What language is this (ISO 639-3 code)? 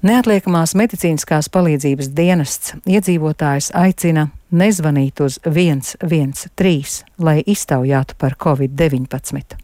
lav